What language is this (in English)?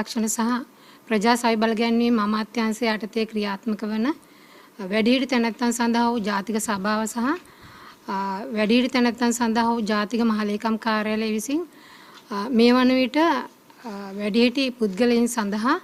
Sinhala